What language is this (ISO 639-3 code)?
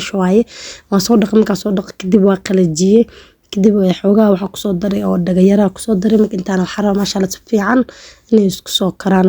som